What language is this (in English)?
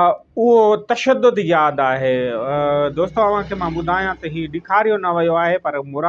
Sindhi